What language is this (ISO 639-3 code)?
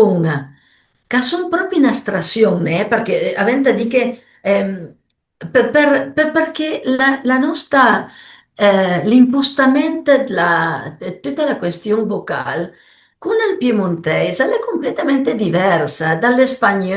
pms